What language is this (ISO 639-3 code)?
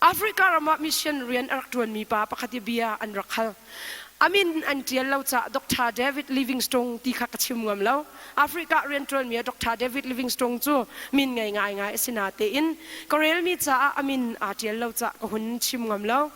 cnh